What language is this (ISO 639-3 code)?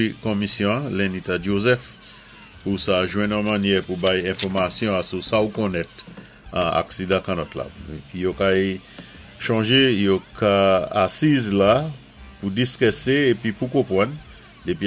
acf